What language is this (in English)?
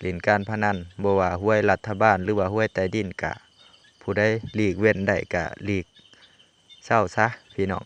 Lao